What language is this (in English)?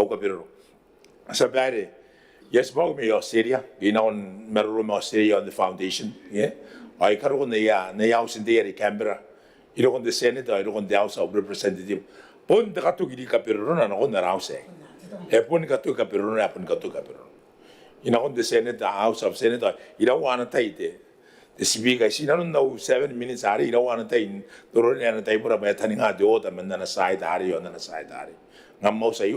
Gilbertese